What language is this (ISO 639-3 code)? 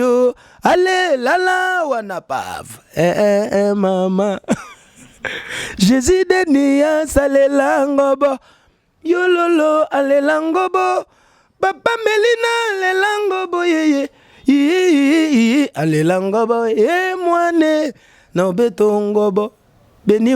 lin